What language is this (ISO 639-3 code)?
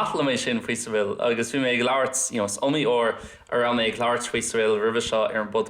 gle